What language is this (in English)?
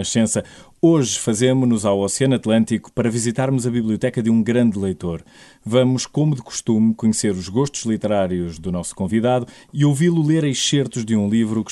Portuguese